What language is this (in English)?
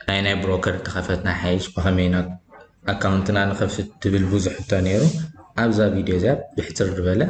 Tigrinya